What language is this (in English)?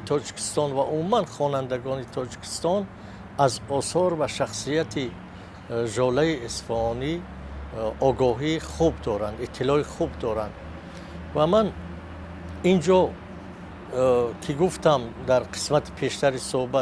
Tajik